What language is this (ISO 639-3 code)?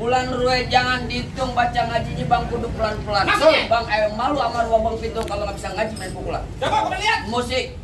bew